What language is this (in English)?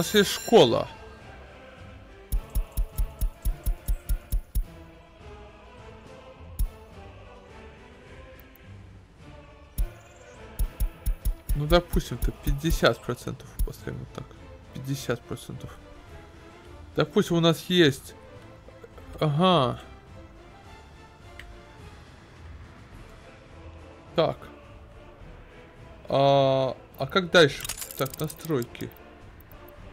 Russian